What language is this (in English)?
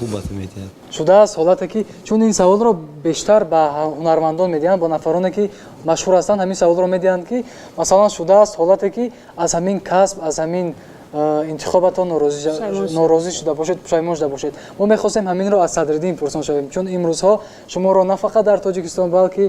Tajik